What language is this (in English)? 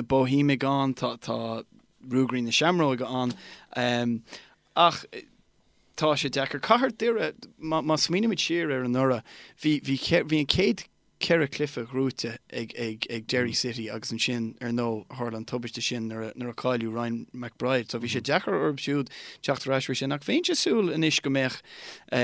Irish